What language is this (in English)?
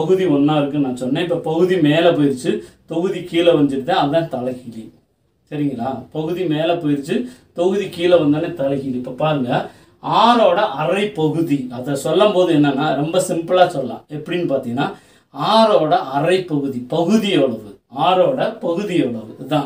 Tamil